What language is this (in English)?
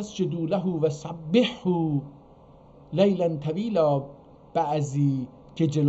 South Azerbaijani